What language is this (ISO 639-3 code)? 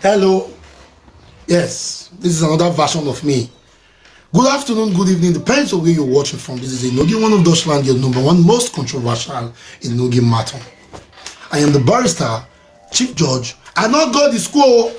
pcm